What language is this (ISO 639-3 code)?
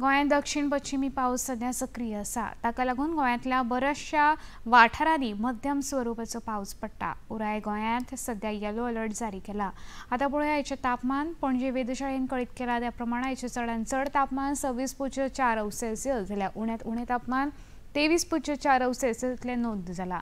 kok